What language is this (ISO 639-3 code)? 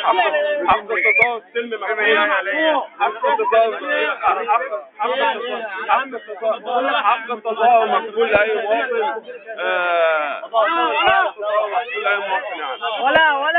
arz